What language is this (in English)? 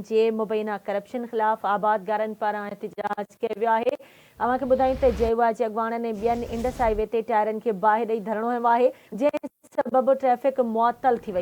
Sindhi